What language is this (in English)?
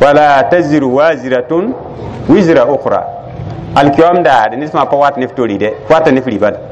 Mossi